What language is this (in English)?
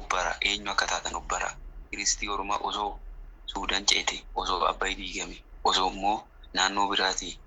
Oromo